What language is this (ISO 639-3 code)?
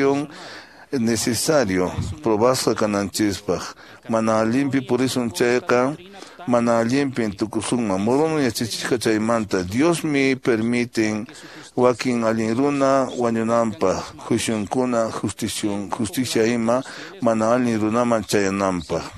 que